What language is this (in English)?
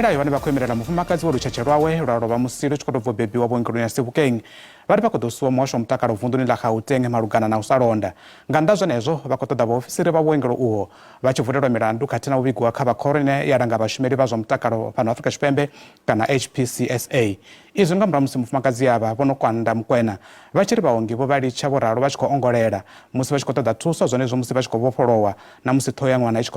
Venda